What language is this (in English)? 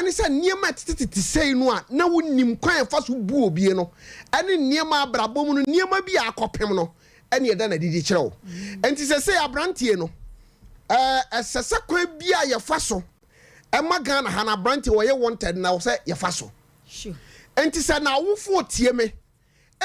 Akan